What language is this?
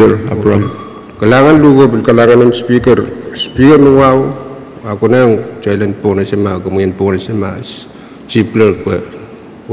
Pohnpeian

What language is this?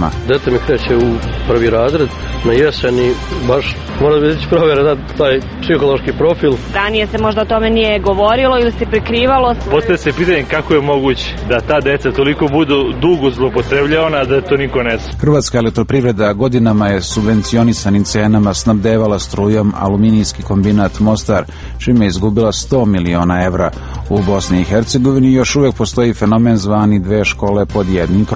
Serbian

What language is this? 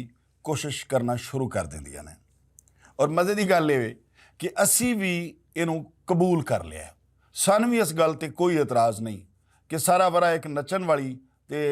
Western Panjabi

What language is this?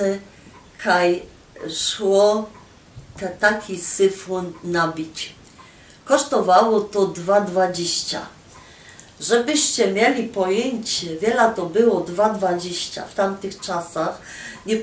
Silesian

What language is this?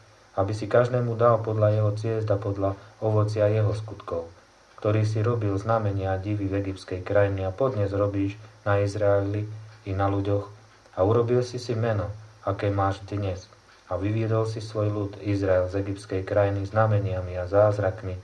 Slovak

